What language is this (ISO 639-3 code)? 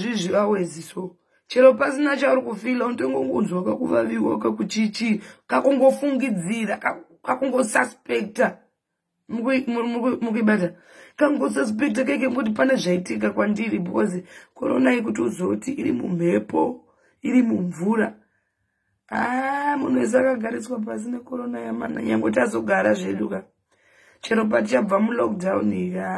sna